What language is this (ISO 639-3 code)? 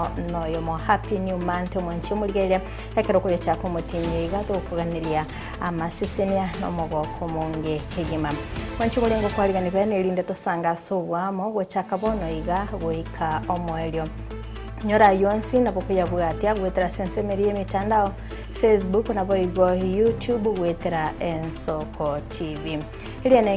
guz